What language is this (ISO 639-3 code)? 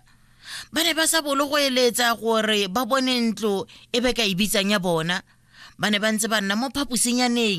tsn